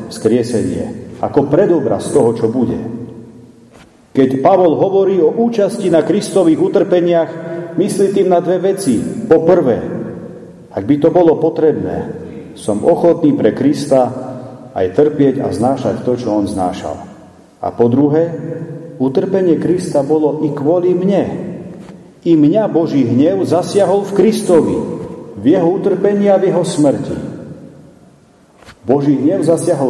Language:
Slovak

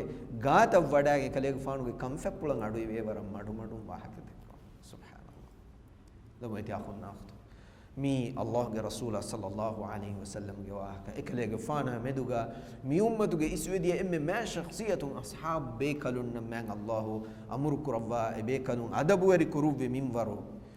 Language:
Divehi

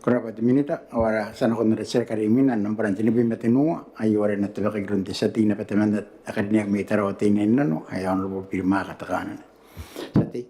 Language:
Gilbertese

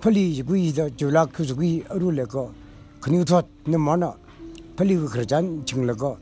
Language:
Tangkhul Naga (India)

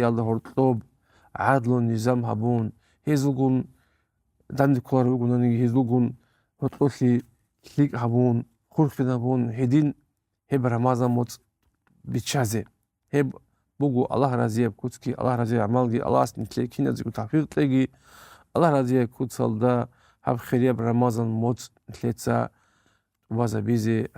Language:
Avaric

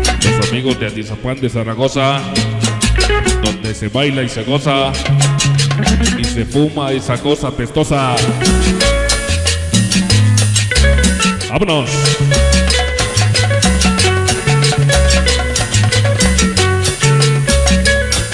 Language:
Spanish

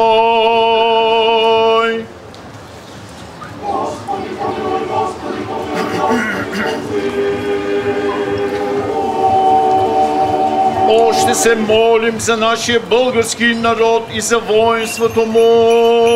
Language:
Bulgarian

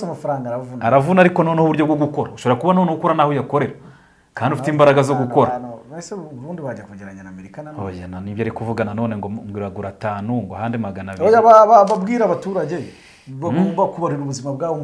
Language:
Kinyarwanda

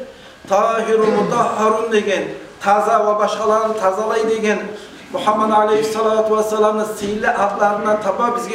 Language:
Kumyk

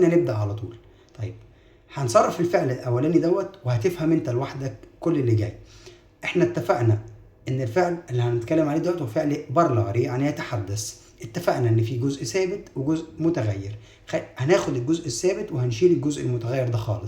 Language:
Egyptian Arabic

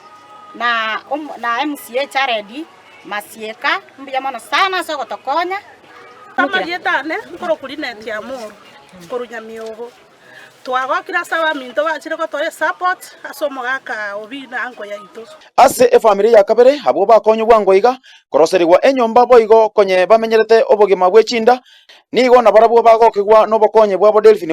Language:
Gusii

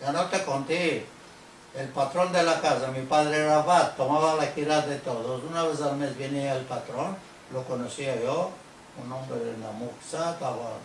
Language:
Ladino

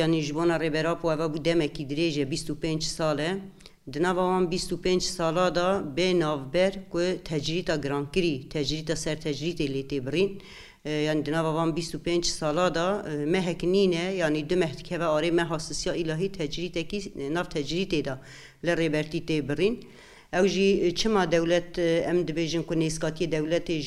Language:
Kurdish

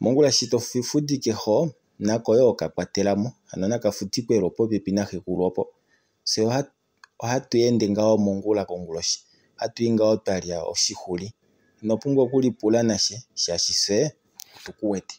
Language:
Kuanyama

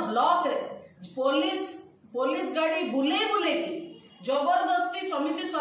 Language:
Odia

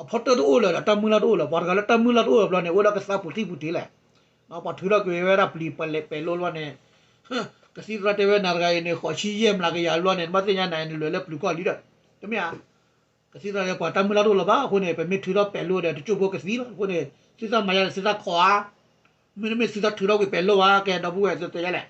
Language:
S'gaw Karen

